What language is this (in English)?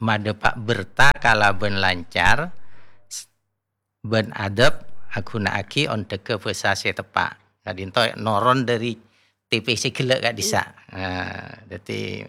Madurese